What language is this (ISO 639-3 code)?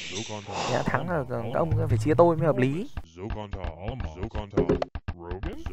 vie